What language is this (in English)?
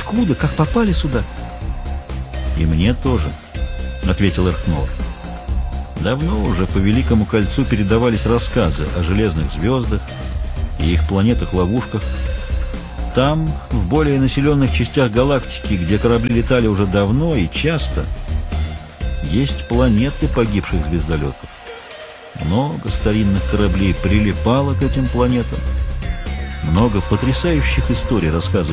Russian